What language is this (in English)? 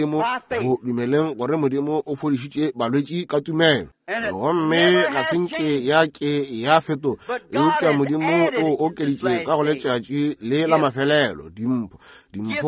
Northern Sotho